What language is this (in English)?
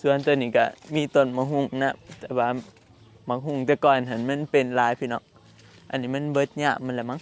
Northeastern Thai